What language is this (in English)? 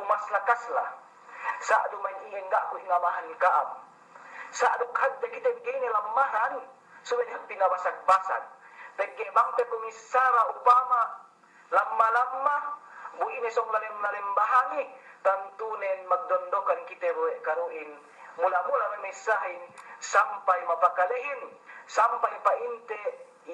Yakan